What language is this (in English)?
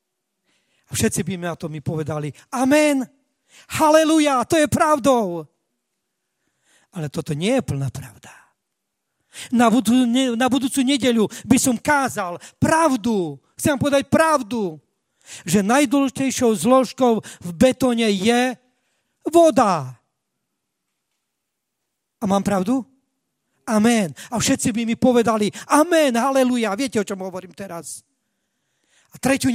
Slovak